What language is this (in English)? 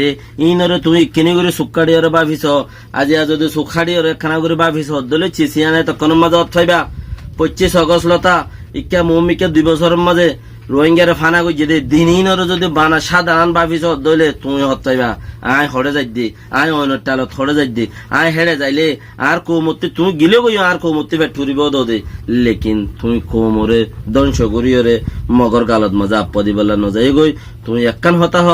Rohingya